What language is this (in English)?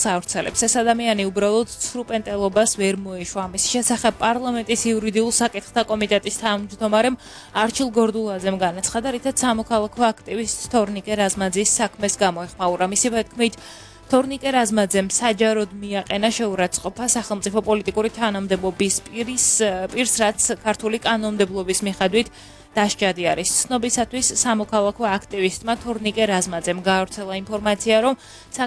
Georgian